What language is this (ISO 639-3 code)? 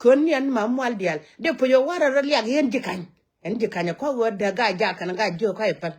nus